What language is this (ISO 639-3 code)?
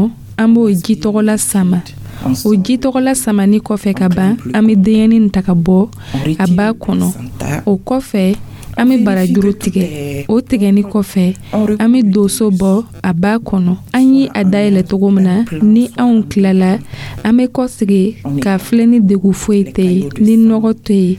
dyu